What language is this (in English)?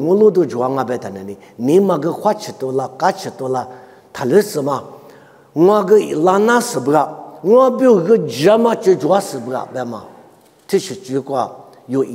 Lisu